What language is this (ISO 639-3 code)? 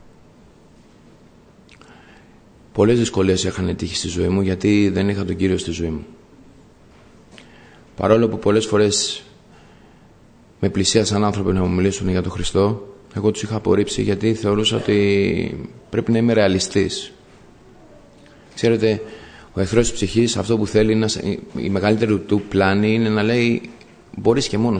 ell